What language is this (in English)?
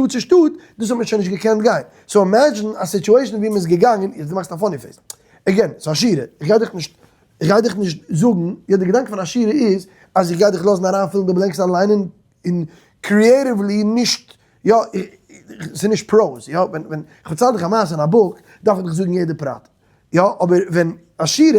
Yiddish